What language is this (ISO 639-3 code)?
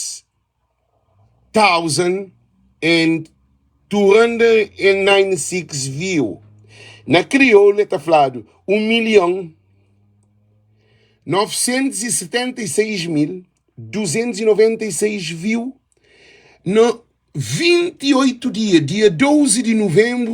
kea